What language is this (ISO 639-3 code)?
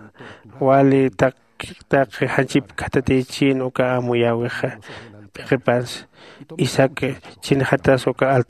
aym